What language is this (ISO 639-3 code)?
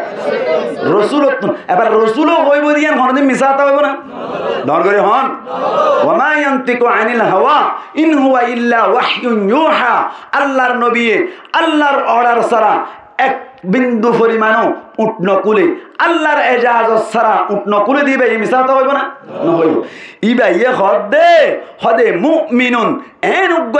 rhg